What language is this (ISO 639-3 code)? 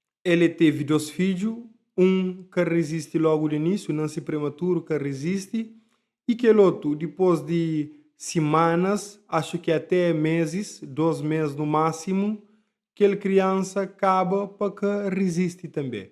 kea